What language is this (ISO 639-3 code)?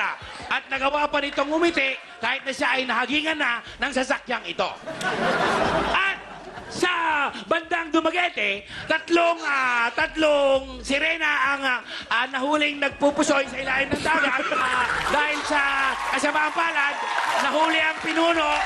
fil